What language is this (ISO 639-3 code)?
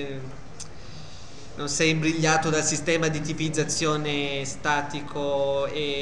ita